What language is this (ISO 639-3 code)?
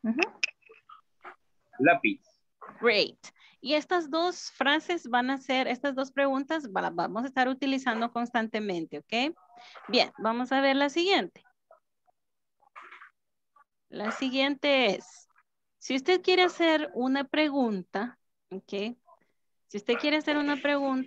spa